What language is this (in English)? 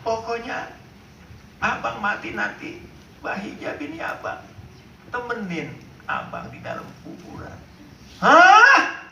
Betawi